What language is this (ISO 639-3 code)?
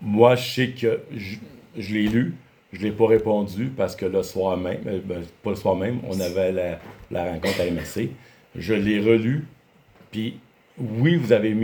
fra